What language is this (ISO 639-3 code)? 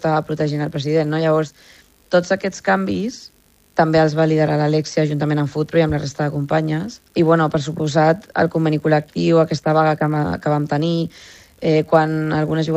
cat